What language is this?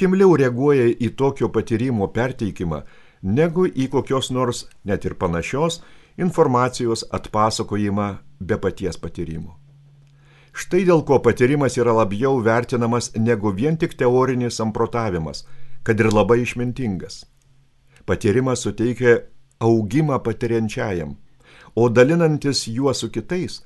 Lithuanian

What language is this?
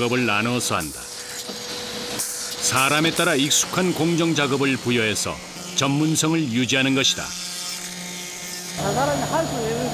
Korean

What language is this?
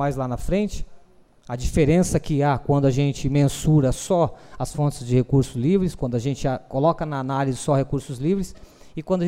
Portuguese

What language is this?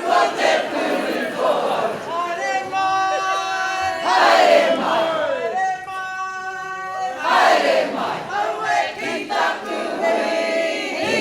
Māori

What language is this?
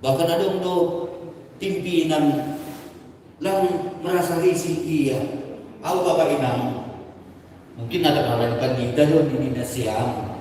Batak Simalungun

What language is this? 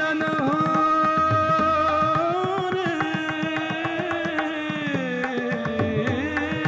Hindi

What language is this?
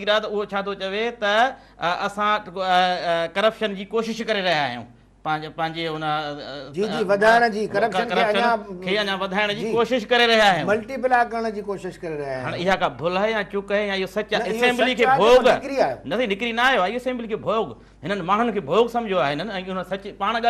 Sindhi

